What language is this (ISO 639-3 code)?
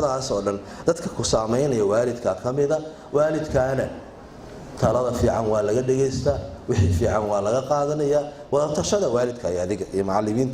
som